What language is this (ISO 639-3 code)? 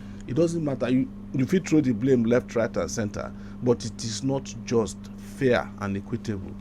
pcm